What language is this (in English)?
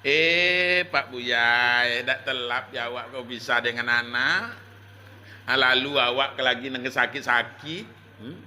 Minangkabau